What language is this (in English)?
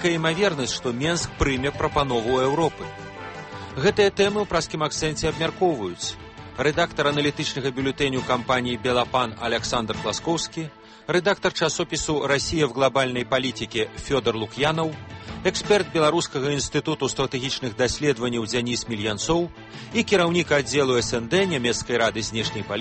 Belarusian